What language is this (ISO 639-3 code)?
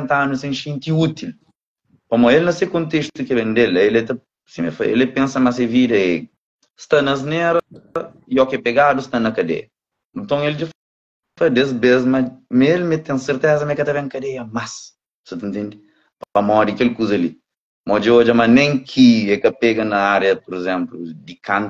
kea